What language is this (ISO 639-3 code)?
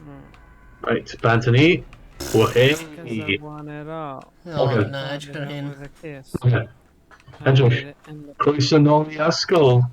cym